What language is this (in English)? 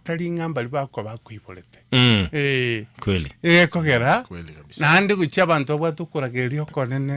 Gusii